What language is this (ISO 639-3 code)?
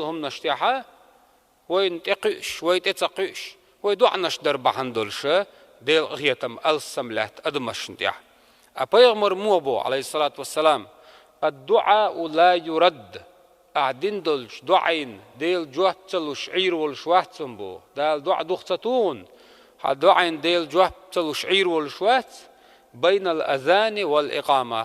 che